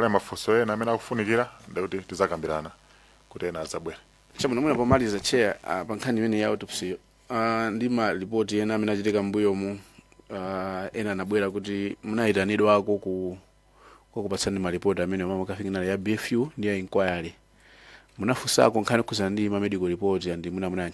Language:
Nyanja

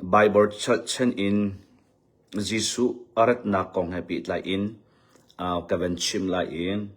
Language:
Hakha Chin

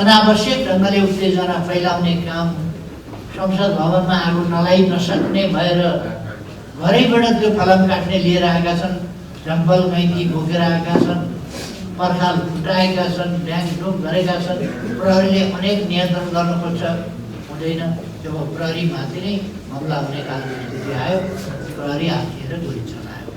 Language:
Nepali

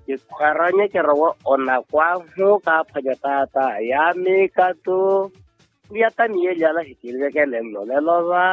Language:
Makhuwa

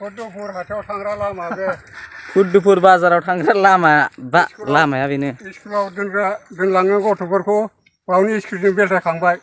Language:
Bodo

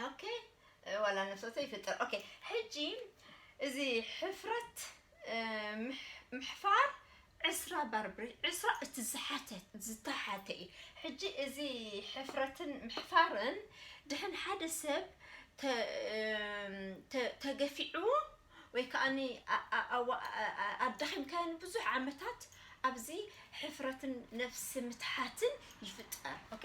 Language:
Tigrinya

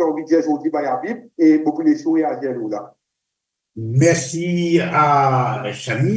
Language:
Morisyen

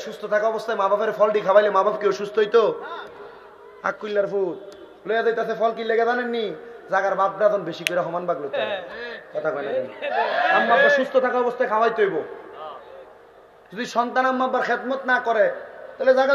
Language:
Bangla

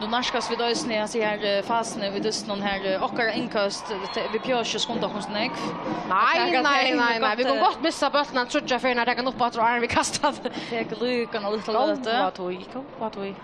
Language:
Faroese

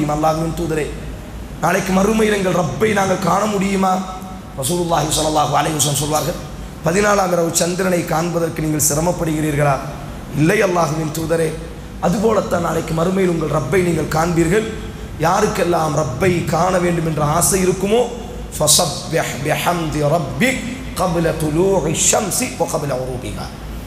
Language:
Tamil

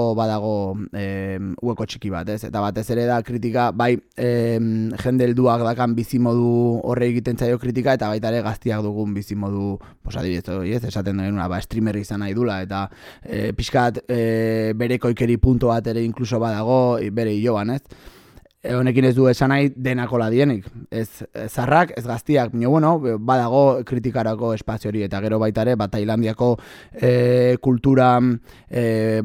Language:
Basque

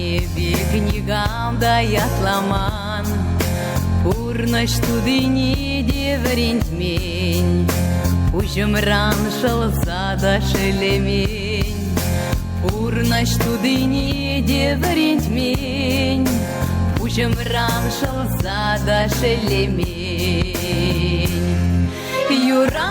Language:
Chuvash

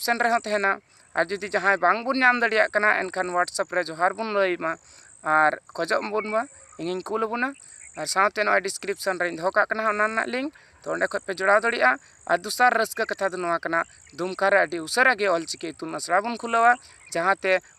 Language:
Santali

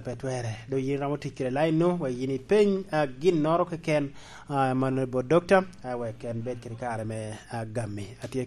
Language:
Lango (Uganda)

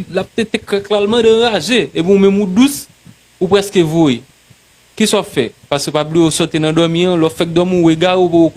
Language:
Haitian Creole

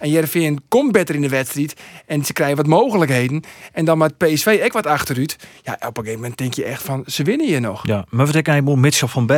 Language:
Western Frisian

